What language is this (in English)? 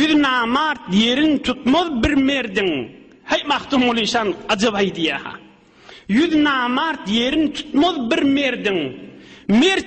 Turkmen